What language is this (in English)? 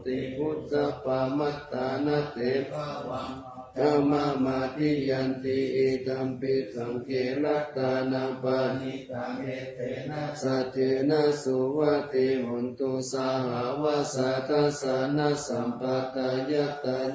Pali